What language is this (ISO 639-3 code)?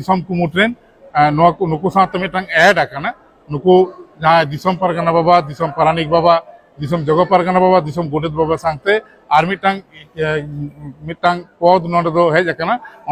sat